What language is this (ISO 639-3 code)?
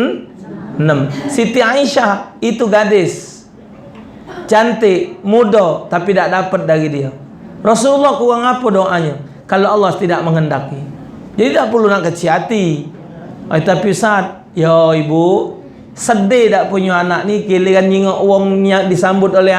mui